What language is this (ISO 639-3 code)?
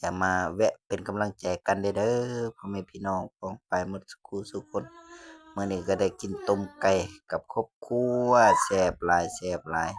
lao